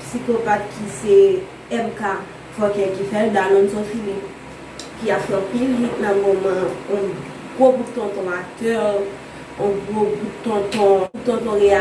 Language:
Haitian Creole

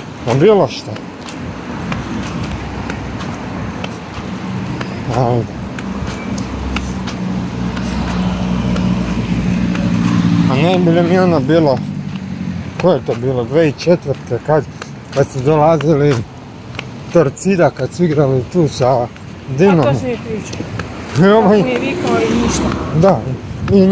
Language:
Croatian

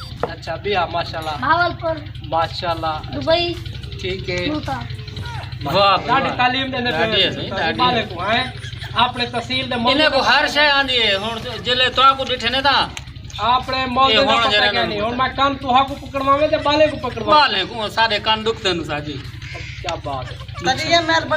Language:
Saraiki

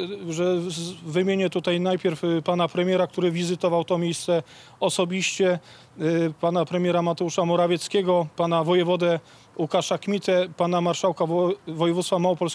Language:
Polish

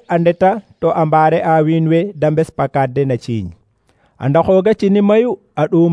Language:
Serer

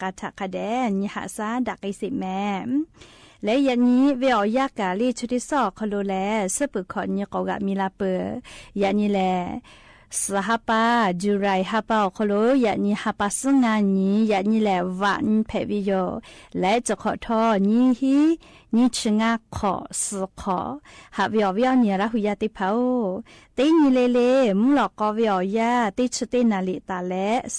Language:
Lahu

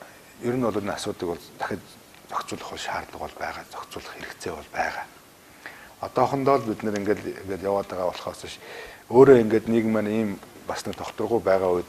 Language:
Mongolian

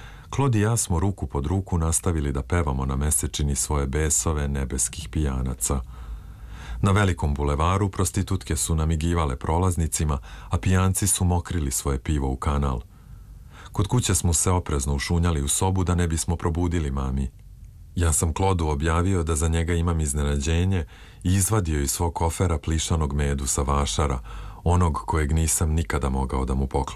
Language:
Serbian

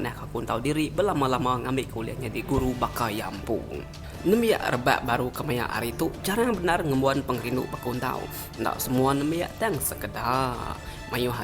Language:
Iban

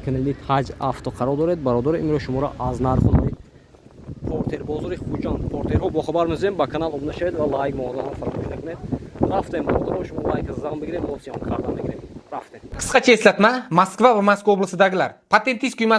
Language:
Tajik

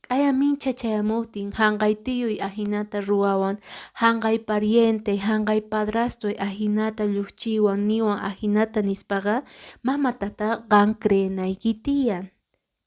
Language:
Quechua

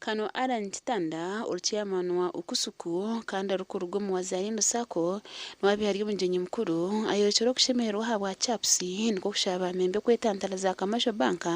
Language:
Nyankole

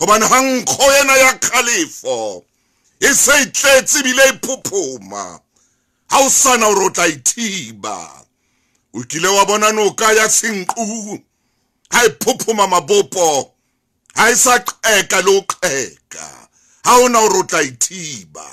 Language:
Southern Sotho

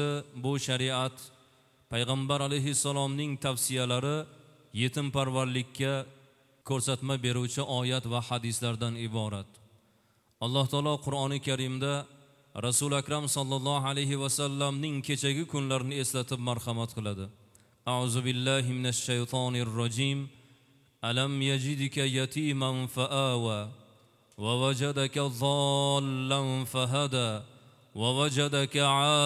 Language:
Uzbek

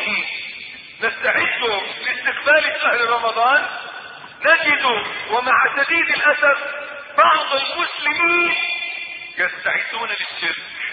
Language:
Arabic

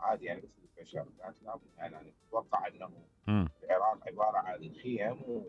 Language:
Mesopotamian Arabic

